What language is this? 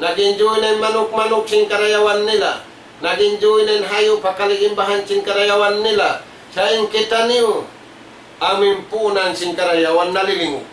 Tausug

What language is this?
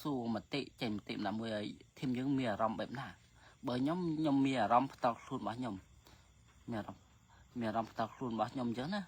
Khmer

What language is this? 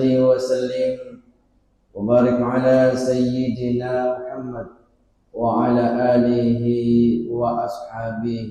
Buginese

